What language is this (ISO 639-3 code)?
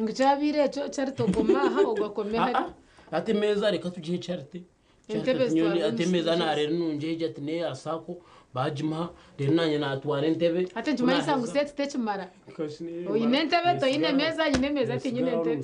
nyn